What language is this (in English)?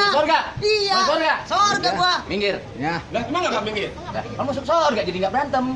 Betawi